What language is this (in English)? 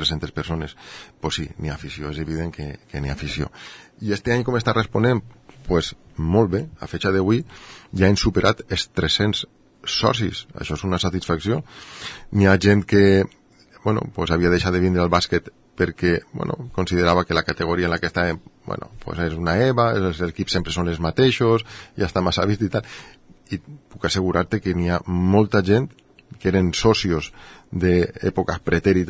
Catalan